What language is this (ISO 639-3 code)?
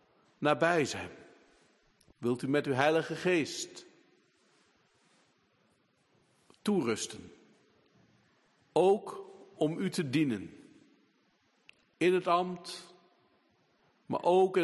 nld